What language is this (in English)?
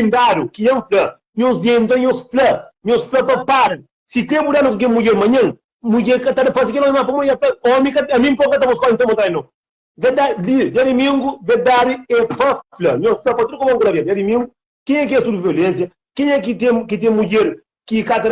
Kabuverdianu